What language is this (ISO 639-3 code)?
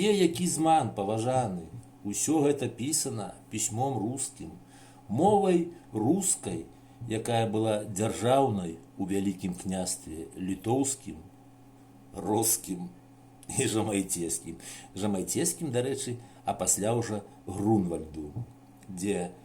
bel